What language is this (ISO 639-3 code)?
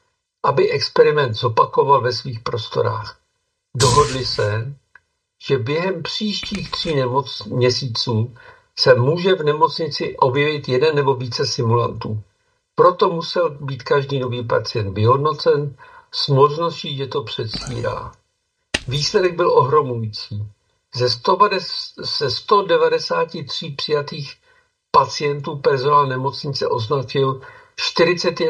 ces